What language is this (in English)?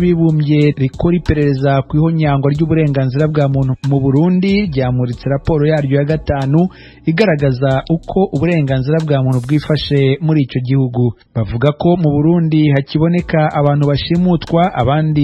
Rundi